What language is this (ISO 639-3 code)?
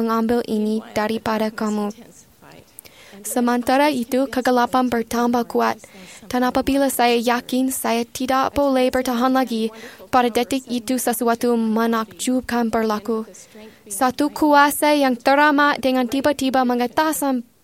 msa